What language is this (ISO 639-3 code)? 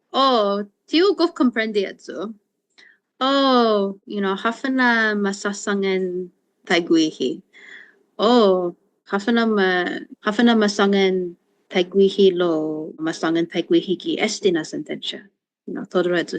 cha